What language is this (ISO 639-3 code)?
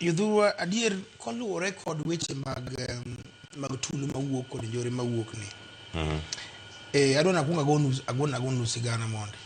luo